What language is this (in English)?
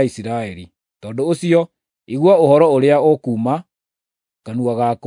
Kikuyu